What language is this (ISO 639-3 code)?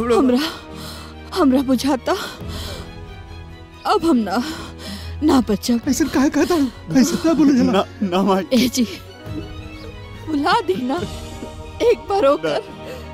bho